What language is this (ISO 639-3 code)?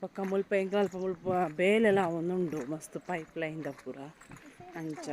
tcy